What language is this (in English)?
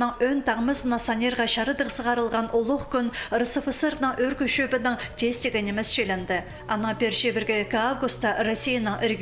Khakas